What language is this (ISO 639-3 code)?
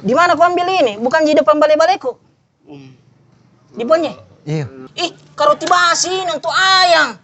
mfp